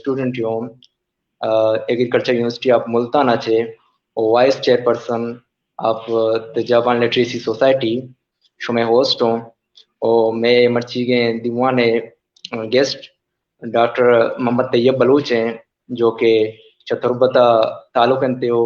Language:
Baluchi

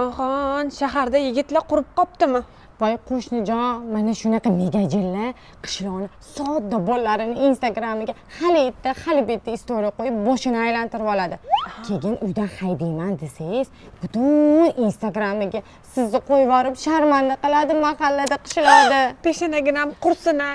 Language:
Uzbek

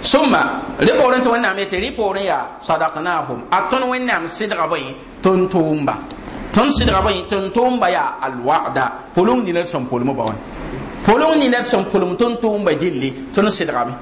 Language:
Mossi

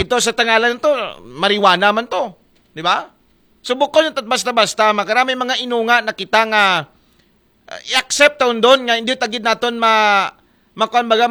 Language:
Aklanon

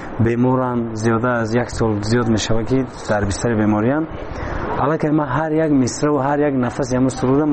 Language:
Tajik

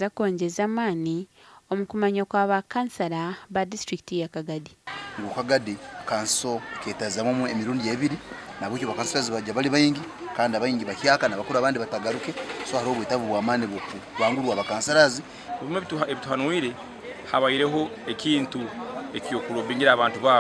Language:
Nyankole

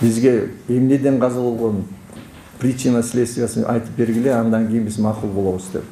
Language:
Kyrgyz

